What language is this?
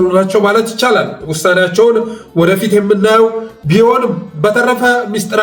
Amharic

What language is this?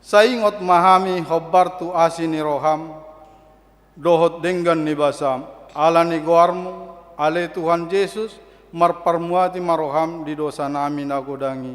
Batak Toba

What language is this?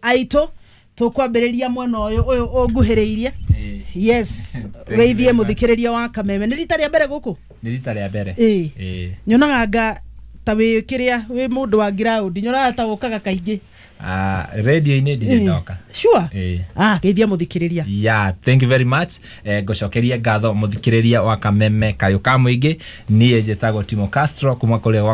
Kikuyu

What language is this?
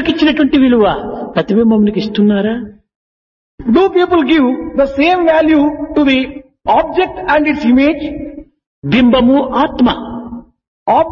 Telugu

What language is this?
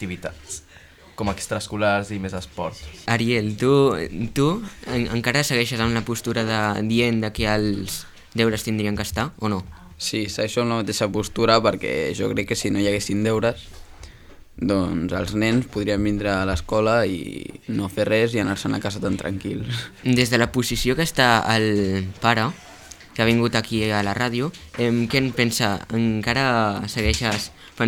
Catalan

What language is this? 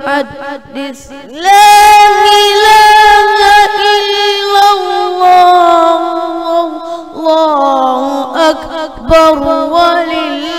Fula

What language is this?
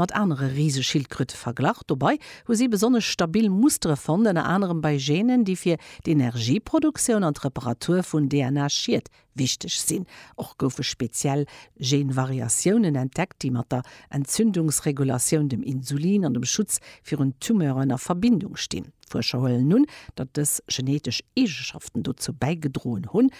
Luxembourgish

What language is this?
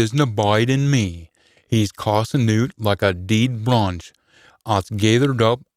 Scots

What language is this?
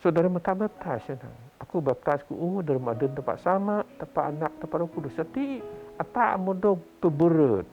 Biatah Bidayuh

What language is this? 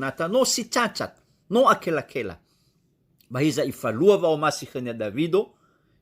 Nias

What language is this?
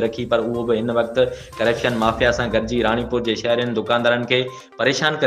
Sindhi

